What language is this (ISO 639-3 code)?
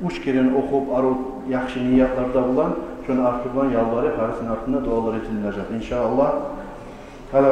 kum